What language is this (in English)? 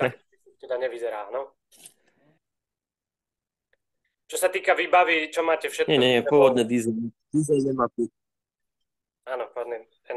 Slovak